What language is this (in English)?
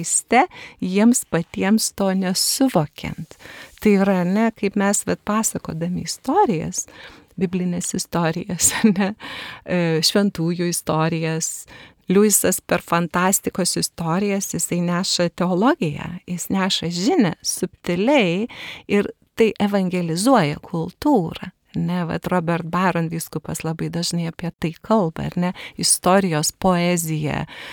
Lithuanian